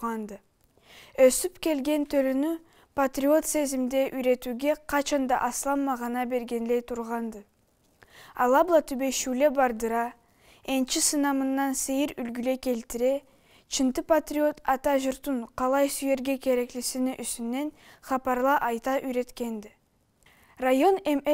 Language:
Karachay-Balkar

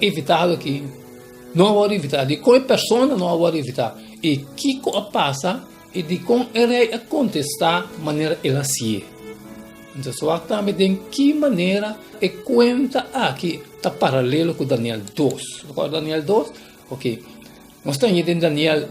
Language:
Papiamento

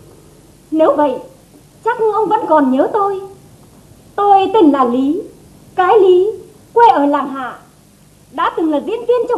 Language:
Vietnamese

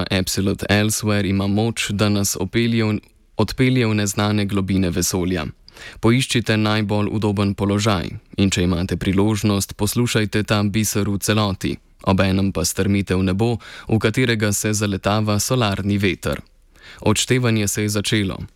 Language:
Slovenian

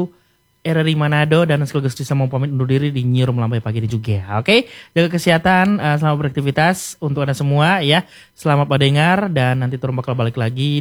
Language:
Indonesian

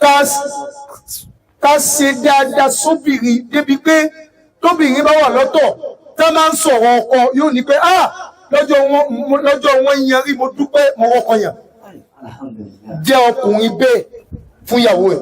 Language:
Yoruba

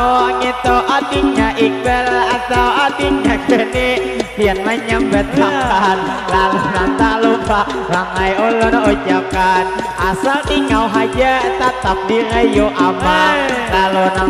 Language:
Banjar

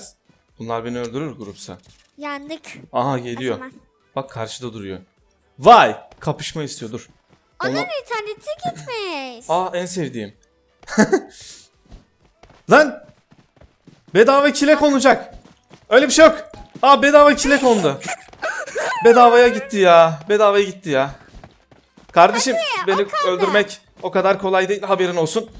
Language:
Turkish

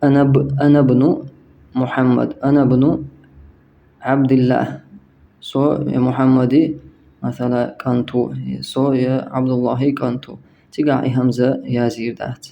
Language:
Chechen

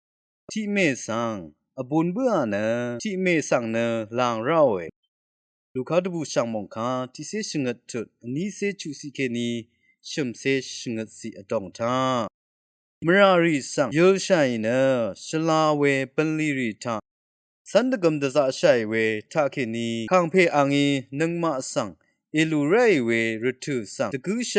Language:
Rawang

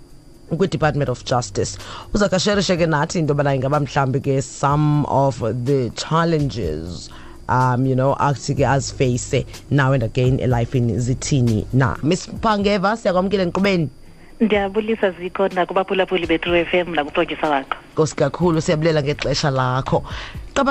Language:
Xhosa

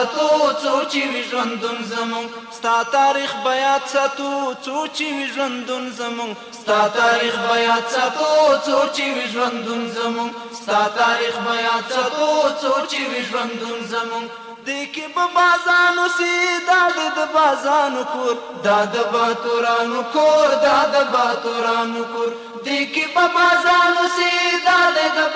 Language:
Pashto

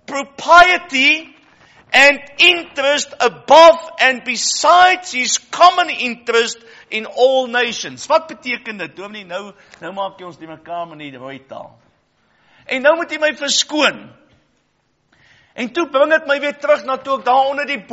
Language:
Afrikaans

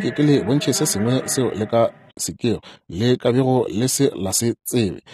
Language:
Northern Sotho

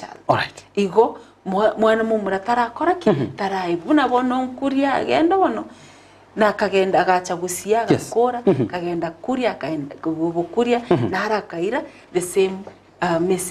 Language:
Gusii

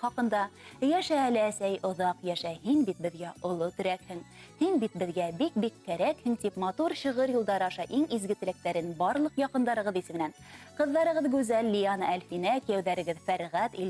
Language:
Bashkir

